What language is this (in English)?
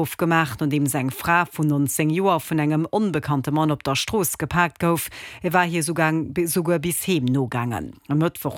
Luxembourgish